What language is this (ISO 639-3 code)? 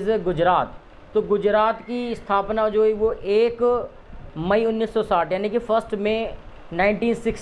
hin